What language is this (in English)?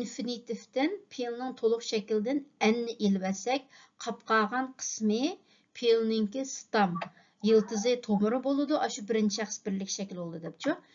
Uyghur